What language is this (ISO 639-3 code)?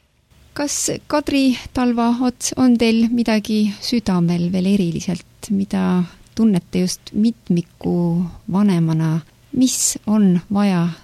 est